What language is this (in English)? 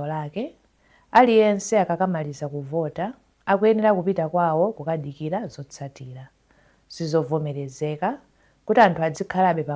Nyanja